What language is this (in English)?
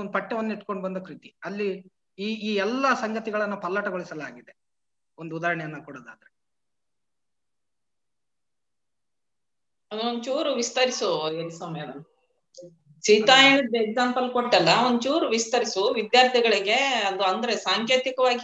Kannada